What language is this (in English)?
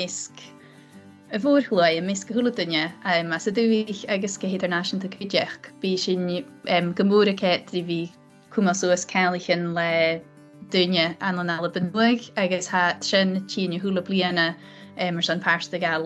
Scottish Gaelic